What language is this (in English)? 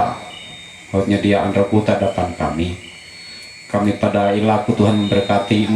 Ma'anyan